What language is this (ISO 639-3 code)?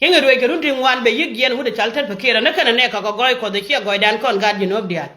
nus